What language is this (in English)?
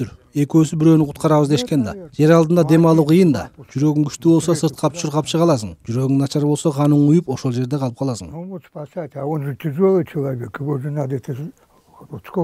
Kyrgyz